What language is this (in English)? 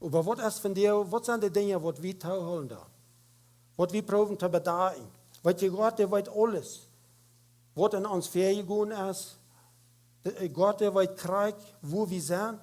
Plautdietsch